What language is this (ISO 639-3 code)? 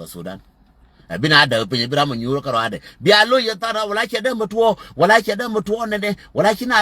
nus